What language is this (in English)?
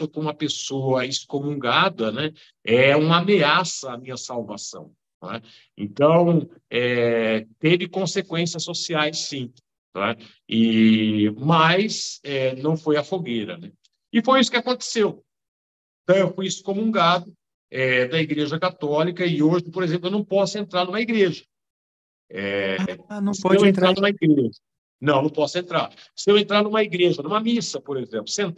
Portuguese